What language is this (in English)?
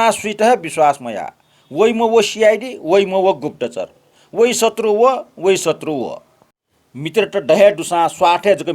Newari